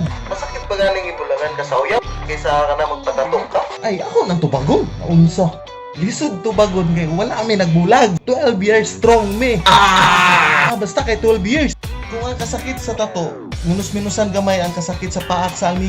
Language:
Cebuano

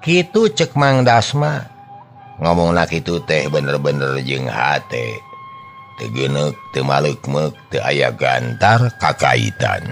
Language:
Sundanese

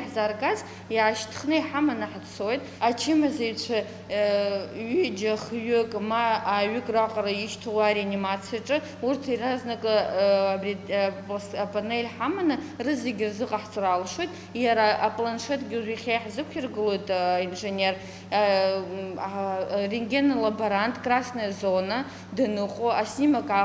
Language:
Abkhazian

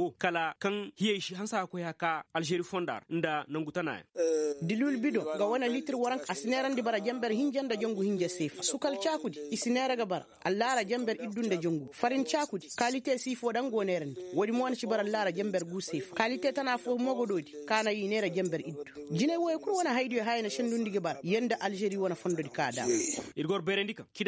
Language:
Koyraboro Senni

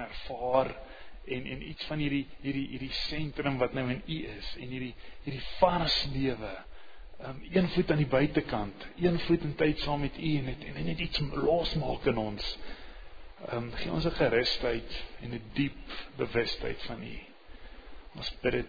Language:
Afrikaans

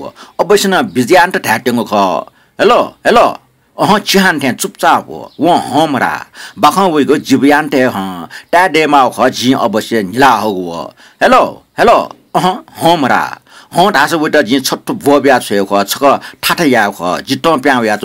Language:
Newari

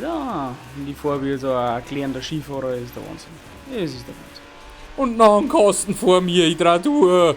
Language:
Bavarian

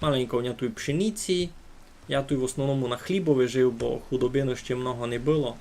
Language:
Rusyn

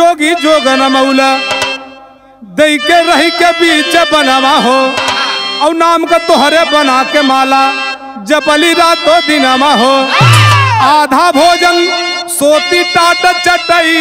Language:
Bhojpuri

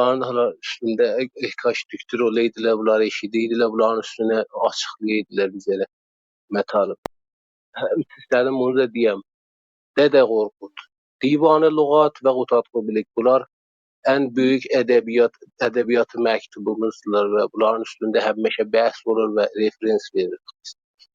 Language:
South Azerbaijani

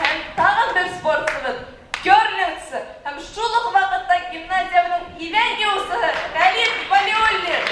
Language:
Bashkir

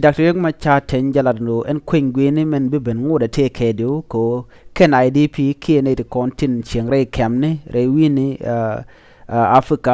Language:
Nuer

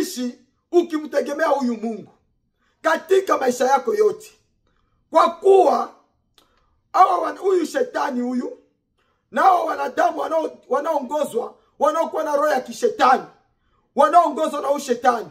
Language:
Swahili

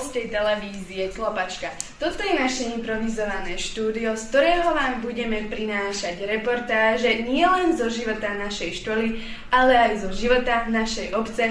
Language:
Slovak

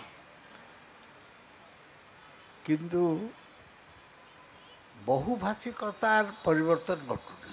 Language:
Odia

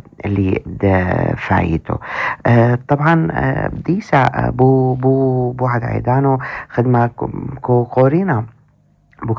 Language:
North Levantine Arabic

